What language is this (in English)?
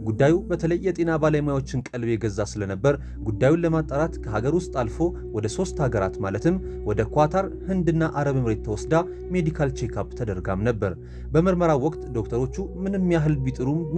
Amharic